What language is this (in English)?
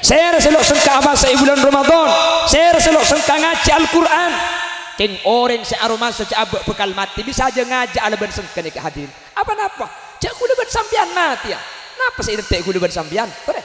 Madurese